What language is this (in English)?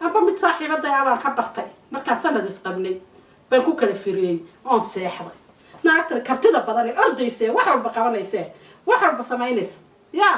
Somali